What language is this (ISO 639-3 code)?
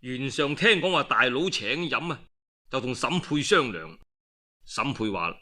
yue